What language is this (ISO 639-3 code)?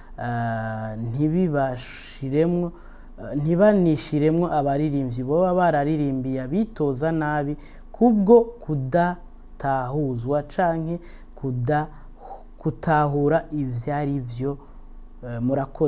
run